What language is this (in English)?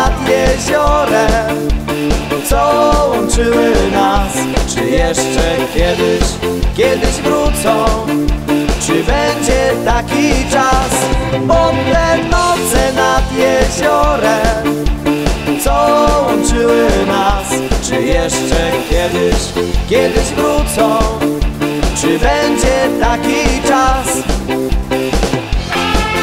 Polish